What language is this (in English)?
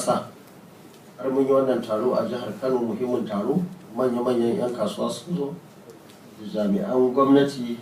Hausa